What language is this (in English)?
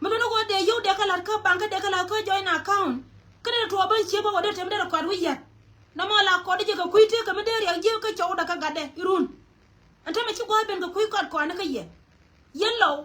Nuer